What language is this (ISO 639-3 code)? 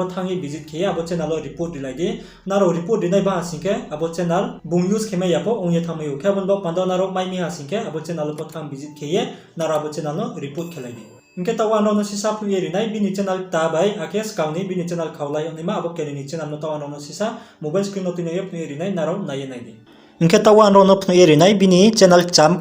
ria